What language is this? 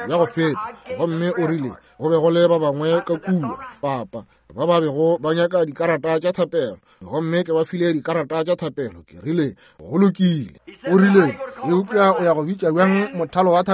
Northern Sotho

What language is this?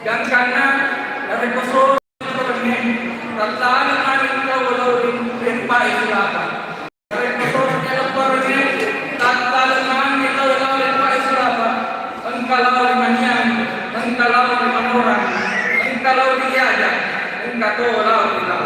Buginese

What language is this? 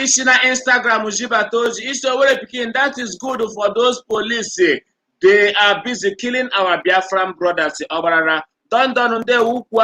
Igbo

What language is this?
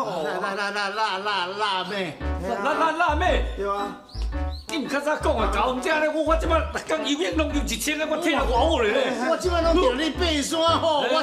Min Nan Chinese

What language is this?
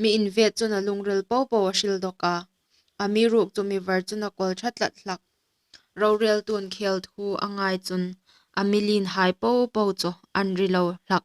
Hmar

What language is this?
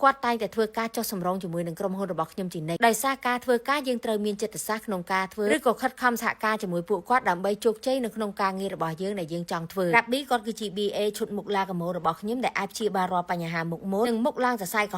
Khmer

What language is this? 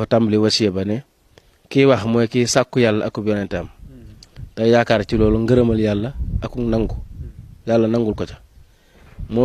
Wolof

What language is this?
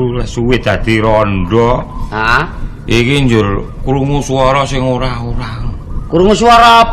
Javanese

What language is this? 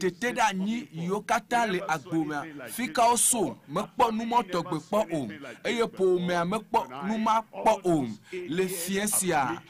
Ewe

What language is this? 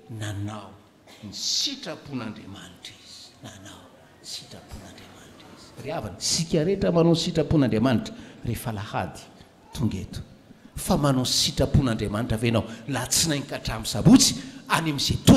Malagasy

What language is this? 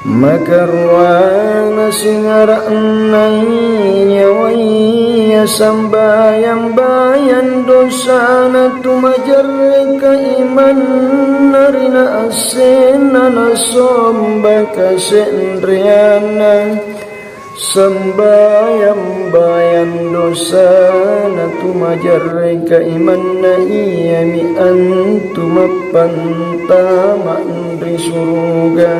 Makasar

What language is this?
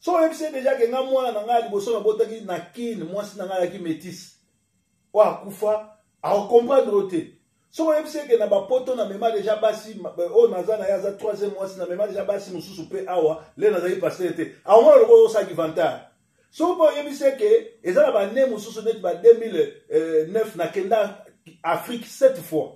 Lingala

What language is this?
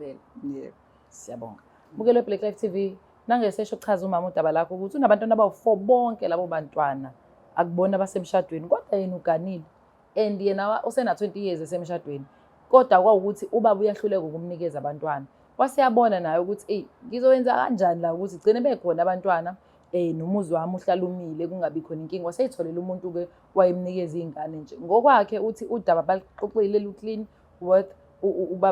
Zulu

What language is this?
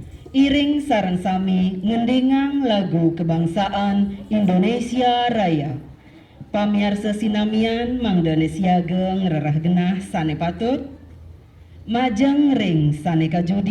Balinese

